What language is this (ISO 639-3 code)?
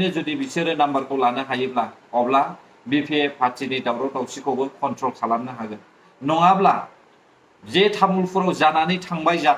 brx